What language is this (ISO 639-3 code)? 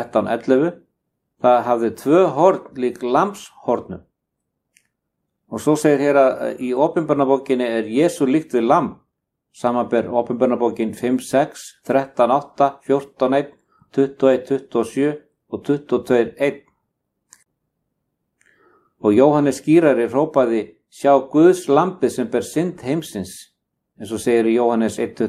isl